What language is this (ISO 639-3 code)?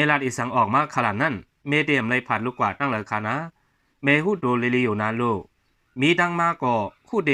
shn